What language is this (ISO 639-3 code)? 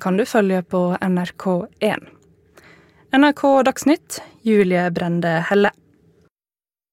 nor